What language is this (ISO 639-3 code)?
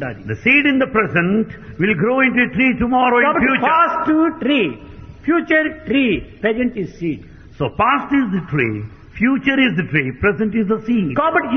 tel